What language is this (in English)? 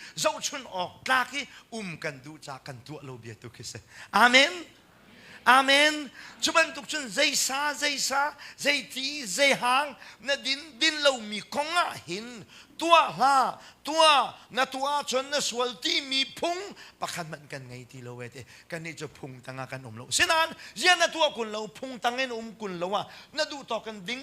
Hakha Chin